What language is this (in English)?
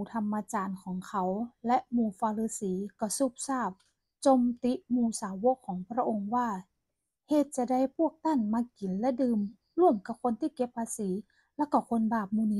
Northern Thai